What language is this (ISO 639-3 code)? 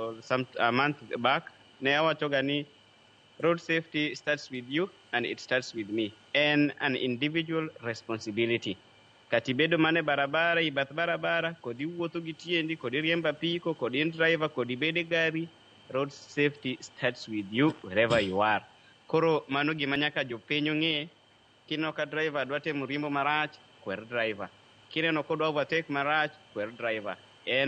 luo